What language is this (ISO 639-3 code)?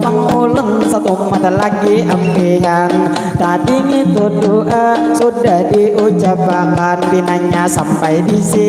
bjn